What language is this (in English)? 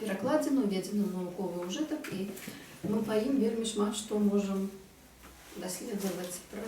Belarusian